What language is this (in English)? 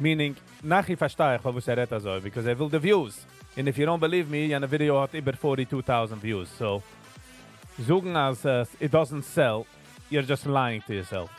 Yiddish